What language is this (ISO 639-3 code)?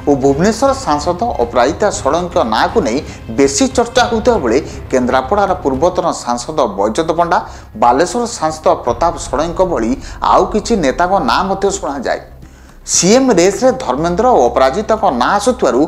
ori